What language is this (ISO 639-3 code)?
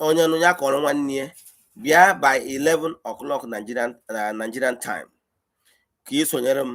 ibo